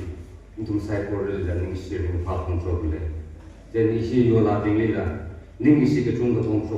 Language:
Tangkhul Naga (India)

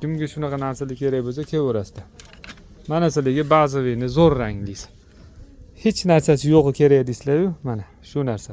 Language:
Uzbek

